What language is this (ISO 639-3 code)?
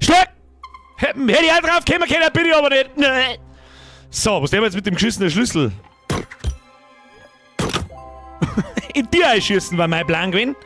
bar